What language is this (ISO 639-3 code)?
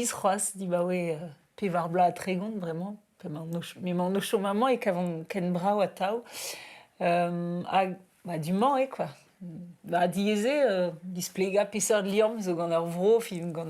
bre